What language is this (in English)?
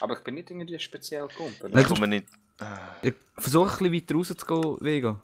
Swiss German